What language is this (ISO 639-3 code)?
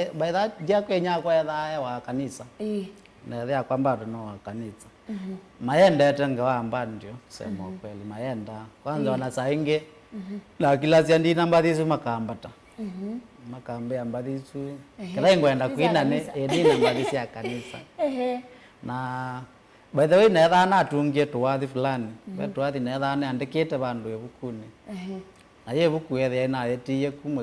kam